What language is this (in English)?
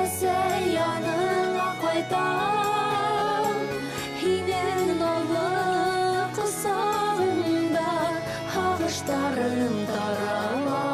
Bashkir